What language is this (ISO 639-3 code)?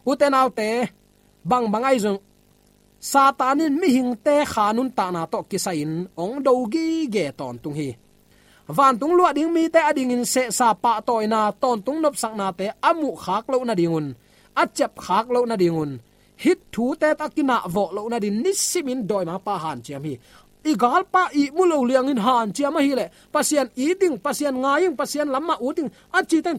ctd